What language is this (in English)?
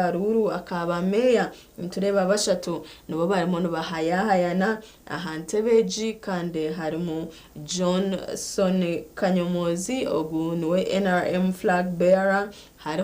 Nyankole